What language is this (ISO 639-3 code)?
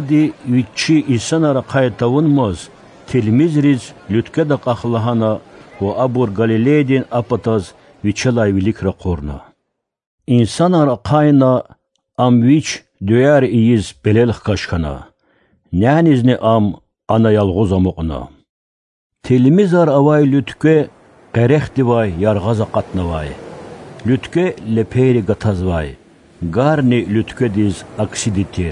lez